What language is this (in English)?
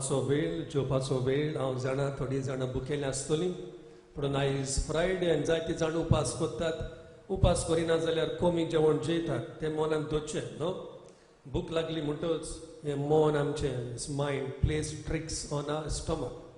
Konkani